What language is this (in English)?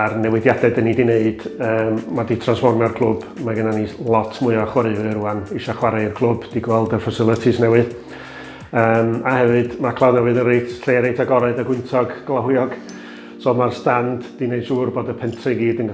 Welsh